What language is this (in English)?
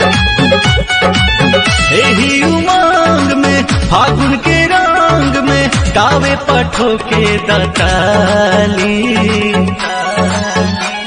Bhojpuri